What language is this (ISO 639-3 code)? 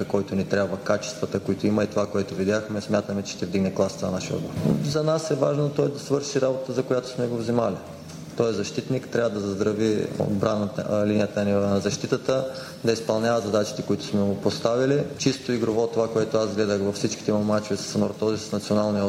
bul